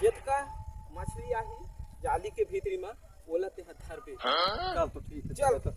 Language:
Chhattisgarhi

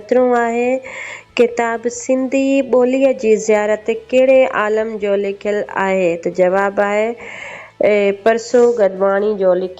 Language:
Sindhi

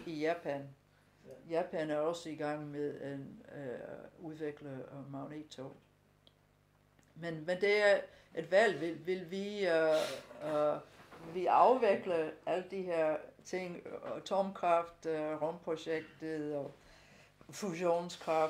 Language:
Danish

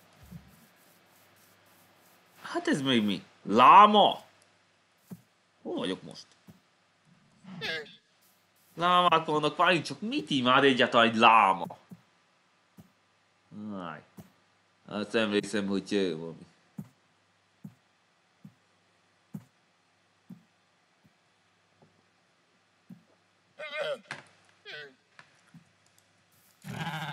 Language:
Hungarian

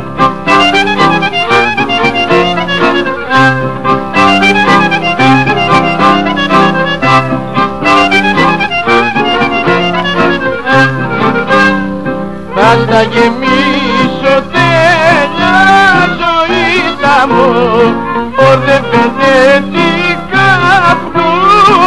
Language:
Greek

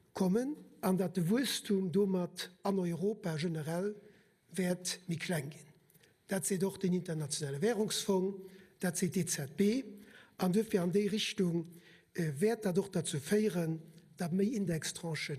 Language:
Luxembourgish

